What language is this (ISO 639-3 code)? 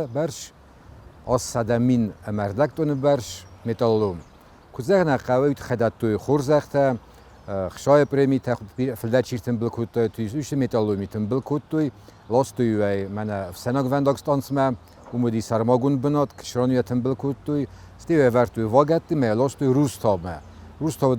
oss